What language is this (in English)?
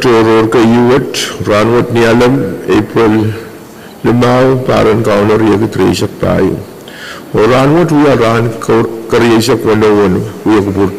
Pohnpeian